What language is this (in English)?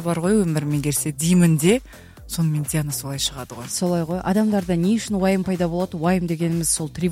Kazakh